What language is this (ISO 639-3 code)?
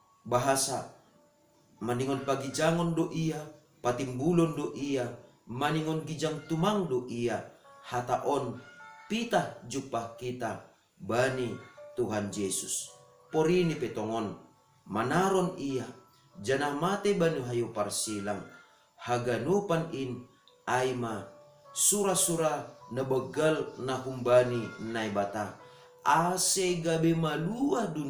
bts